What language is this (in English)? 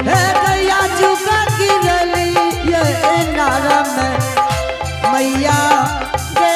Angika